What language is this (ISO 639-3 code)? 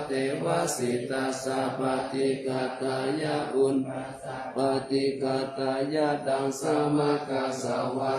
pli